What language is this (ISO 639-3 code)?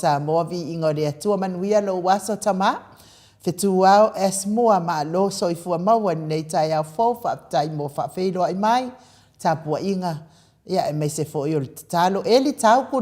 smo